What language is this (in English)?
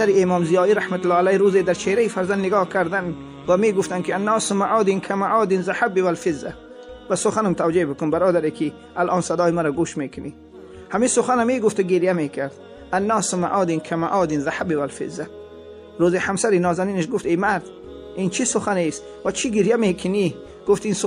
Tajik